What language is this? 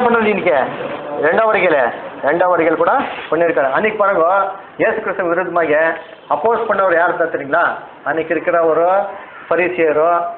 Tamil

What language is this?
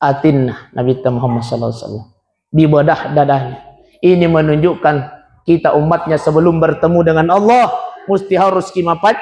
Buginese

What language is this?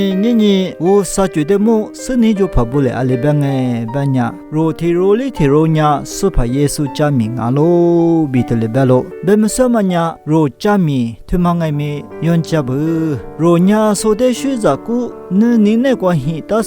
Lisu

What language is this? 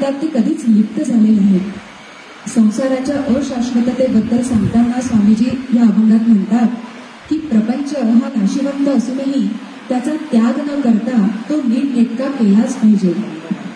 Marathi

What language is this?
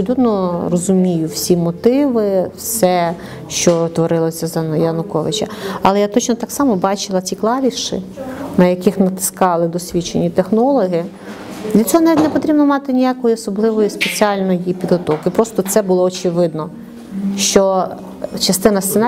Ukrainian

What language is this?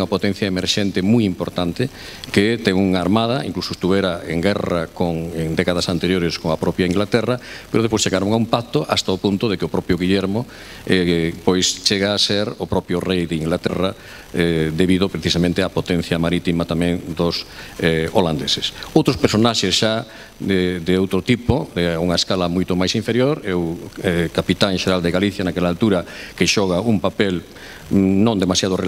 Galician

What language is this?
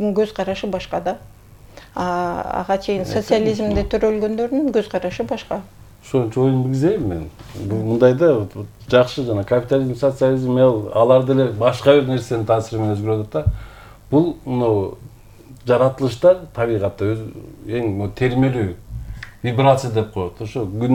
Kyrgyz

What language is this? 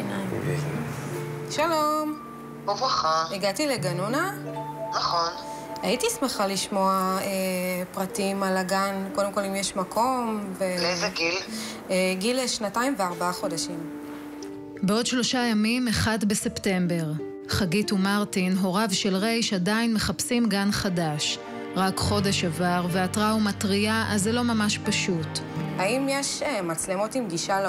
Hebrew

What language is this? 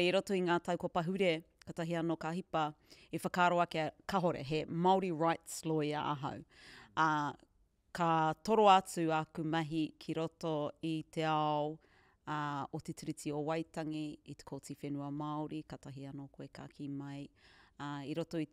Māori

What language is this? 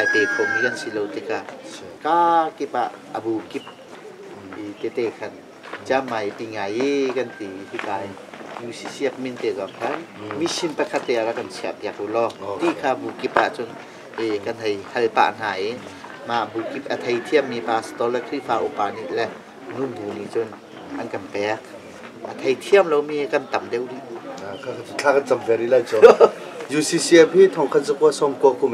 Hakha Chin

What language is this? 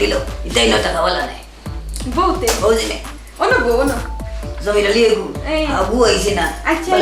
Sylheti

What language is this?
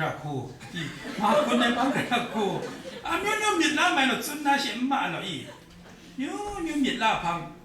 Kachin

